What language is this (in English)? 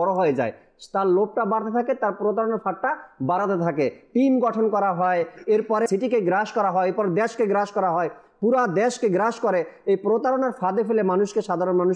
Bangla